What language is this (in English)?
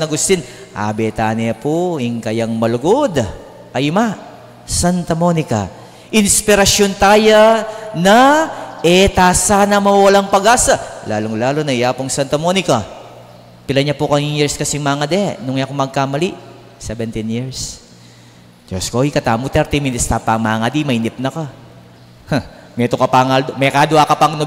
Pampanga